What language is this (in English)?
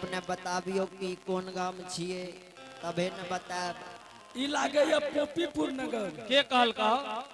Angika